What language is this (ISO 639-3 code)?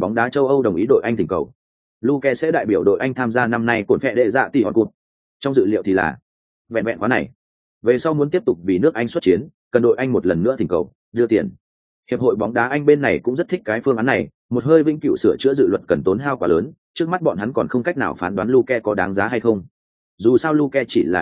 vie